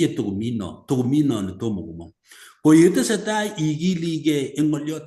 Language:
Kalenjin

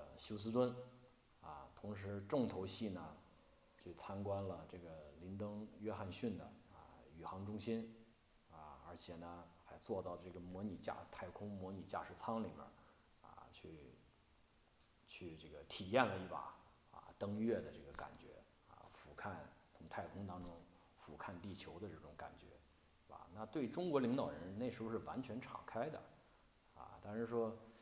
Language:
Chinese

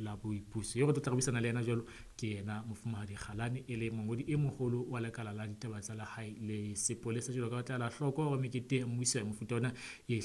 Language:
Southern Sotho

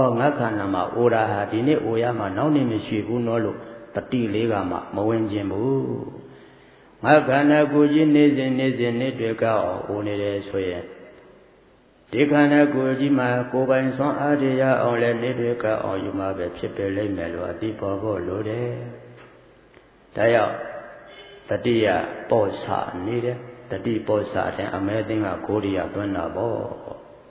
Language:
Burmese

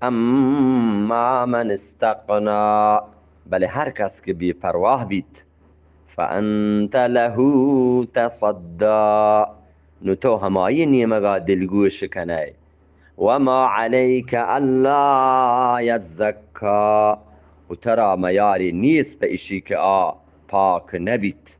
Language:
Eastern Balochi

